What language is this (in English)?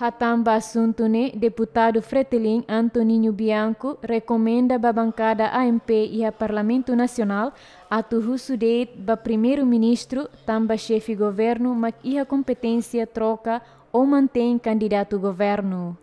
Tetum